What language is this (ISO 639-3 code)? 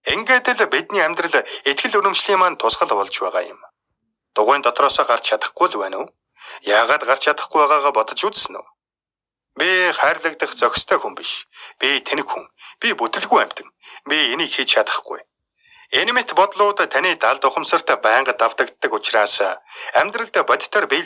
mon